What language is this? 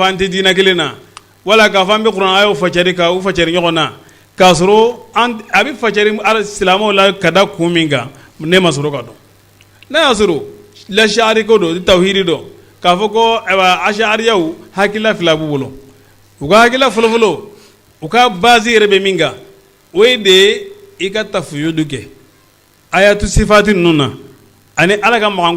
Bambara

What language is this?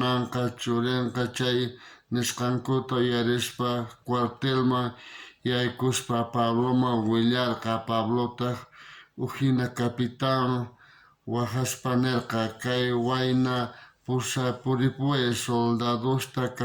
South Bolivian Quechua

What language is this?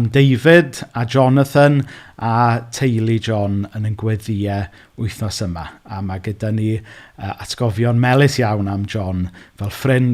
Welsh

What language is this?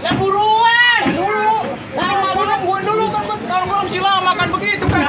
Betawi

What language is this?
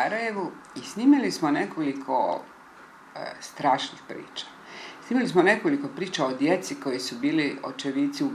Bosnian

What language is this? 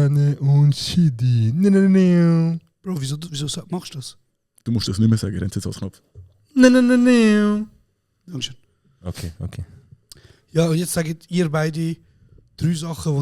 Swiss German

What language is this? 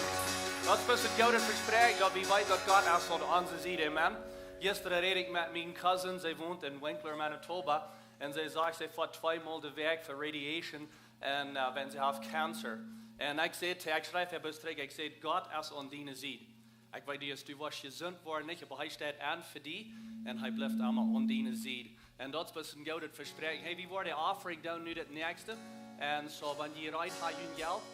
Plautdietsch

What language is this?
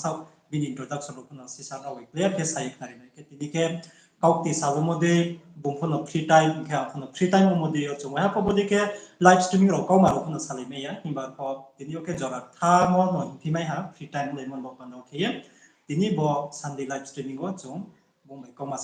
Riang (India)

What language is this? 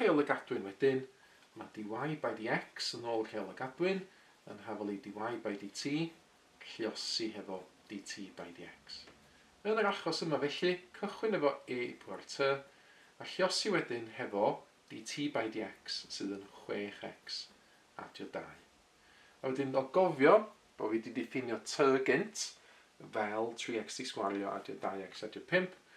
Welsh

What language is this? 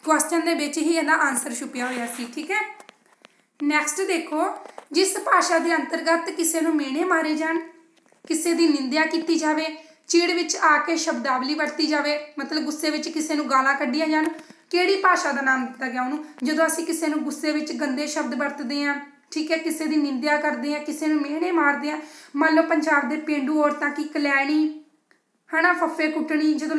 Punjabi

